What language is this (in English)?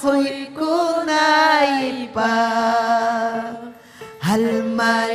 Ayacucho Quechua